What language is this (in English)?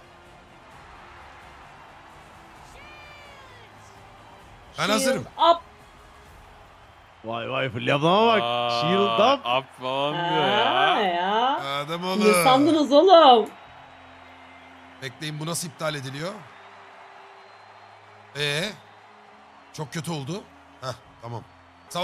Turkish